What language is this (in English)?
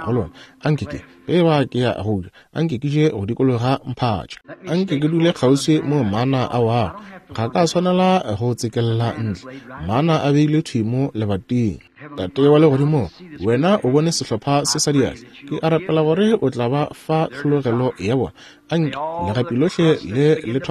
Northern Sotho